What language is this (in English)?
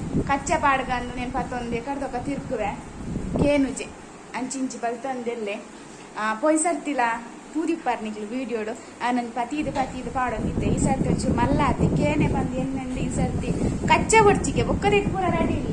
Tulu